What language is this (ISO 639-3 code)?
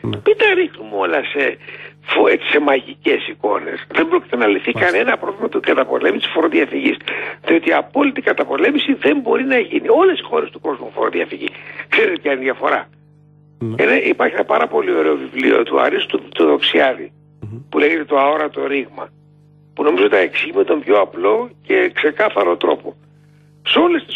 ell